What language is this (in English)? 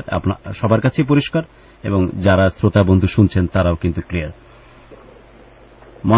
Bangla